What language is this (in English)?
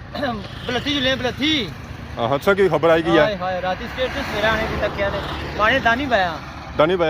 Pahari-Potwari